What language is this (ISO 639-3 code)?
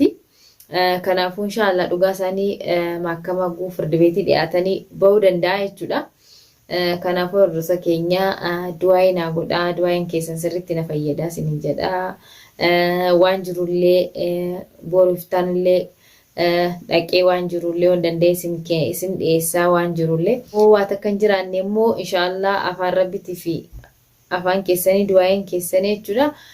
orm